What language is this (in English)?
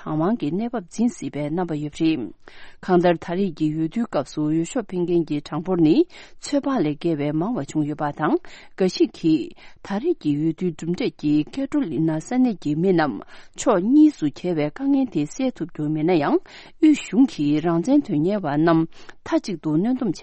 Tibetan